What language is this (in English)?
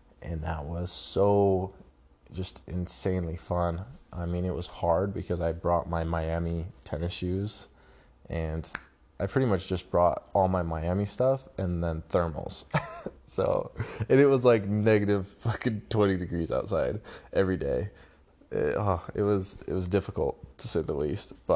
English